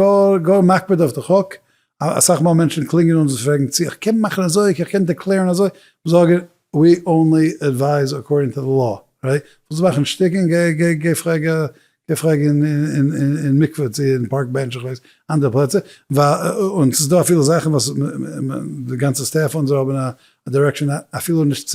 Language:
Yiddish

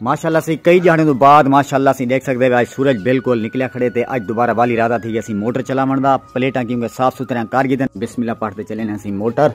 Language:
Saraiki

